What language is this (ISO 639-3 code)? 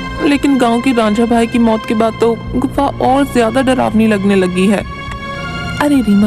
hin